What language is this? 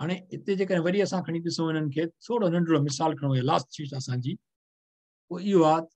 Sindhi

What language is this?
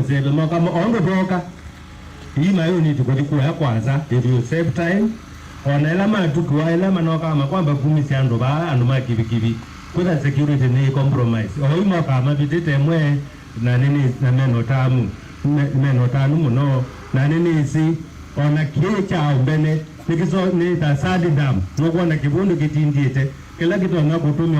Kamba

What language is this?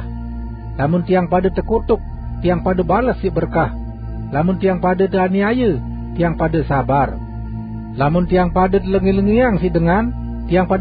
Sasak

